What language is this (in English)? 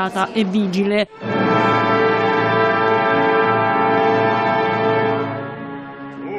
Italian